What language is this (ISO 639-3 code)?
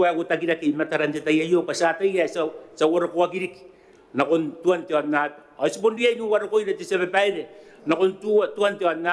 gil